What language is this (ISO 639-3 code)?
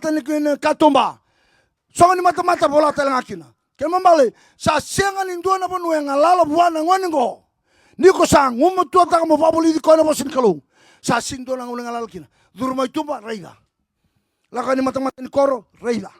fij